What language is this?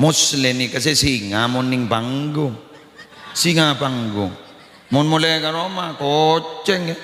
Madurese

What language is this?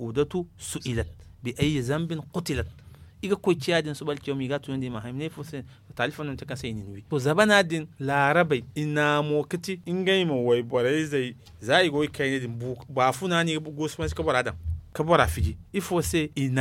Zarma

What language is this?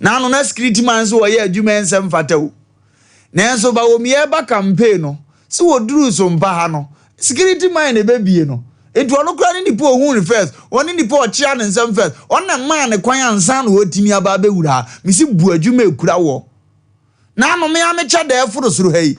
Akan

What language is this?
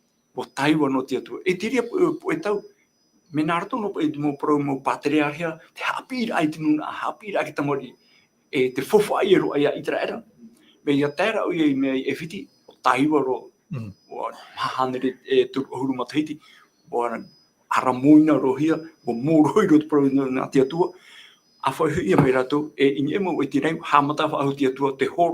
Tahitian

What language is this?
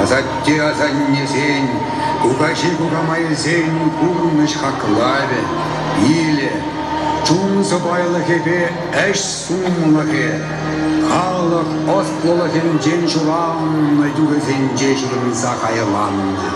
Chuvash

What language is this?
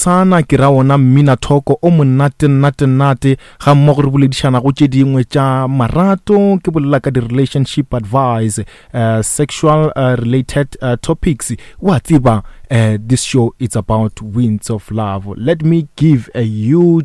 Northern Sotho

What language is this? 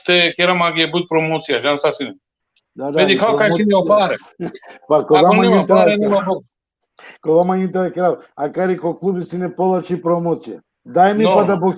Balkan Romani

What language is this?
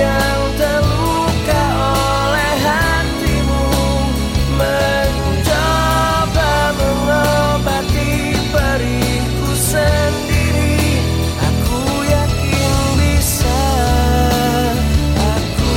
Indonesian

